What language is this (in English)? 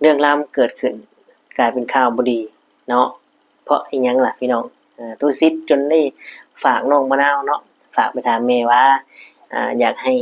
Lao